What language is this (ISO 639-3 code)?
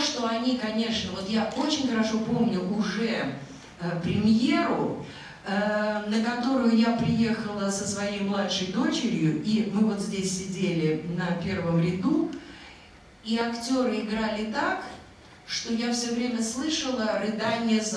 rus